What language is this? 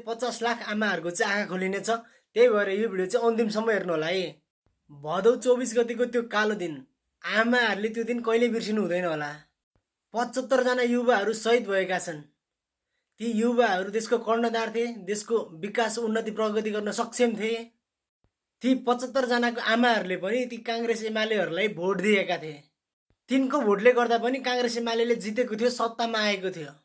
Nepali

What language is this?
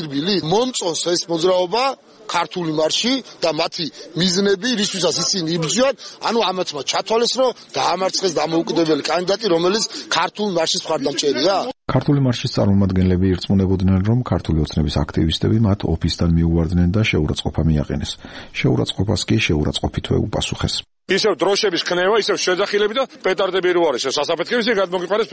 Georgian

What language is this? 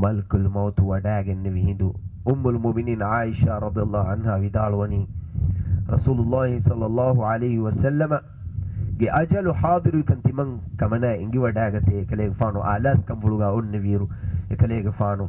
Divehi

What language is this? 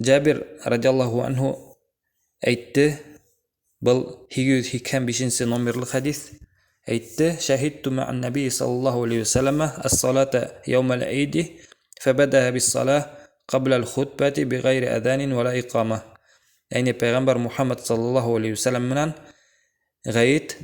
Bashkir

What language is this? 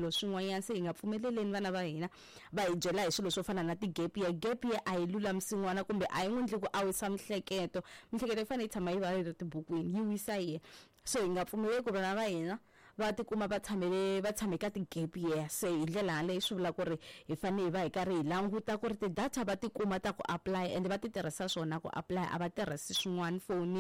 Tsonga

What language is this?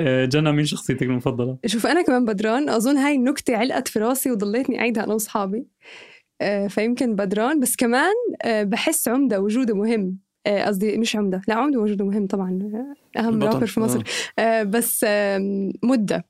North Levantine Arabic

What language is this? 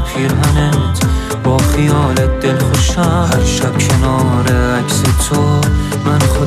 Persian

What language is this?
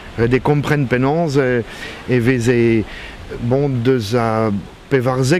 Breton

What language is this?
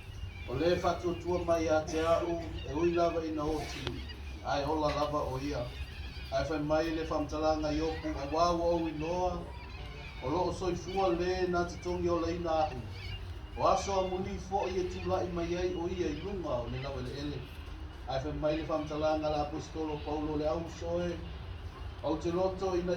Samoan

